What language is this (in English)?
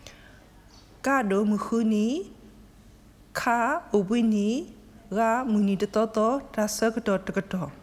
S'gaw Karen